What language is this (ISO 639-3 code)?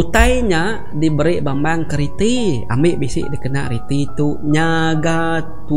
iba